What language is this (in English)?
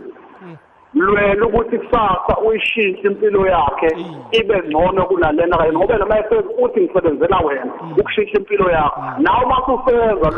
South Ndebele